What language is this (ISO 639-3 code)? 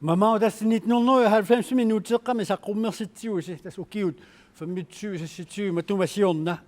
kal